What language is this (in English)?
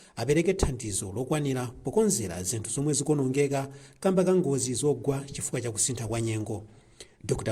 Nyanja